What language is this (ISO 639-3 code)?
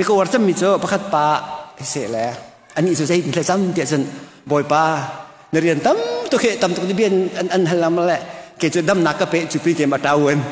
cnh